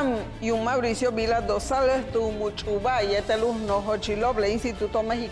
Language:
Yucateco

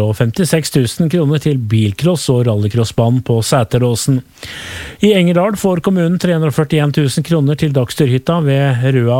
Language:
Norwegian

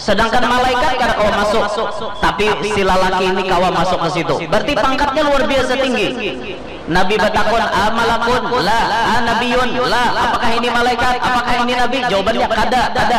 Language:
Banjar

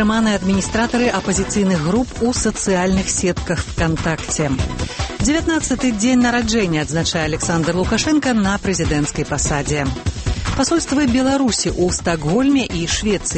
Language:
Belarusian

